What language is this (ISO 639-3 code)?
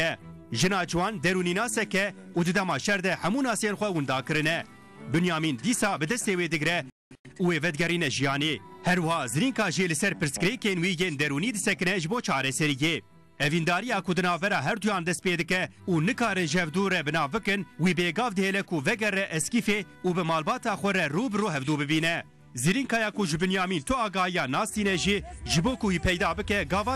kur